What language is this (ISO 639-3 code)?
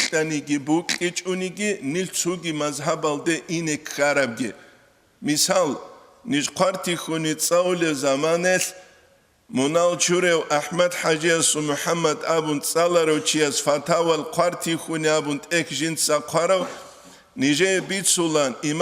ava